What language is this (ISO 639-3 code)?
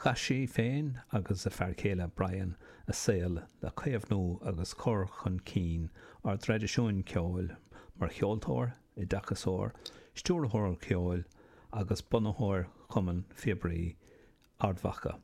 gle